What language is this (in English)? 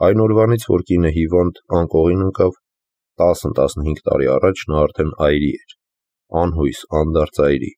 Armenian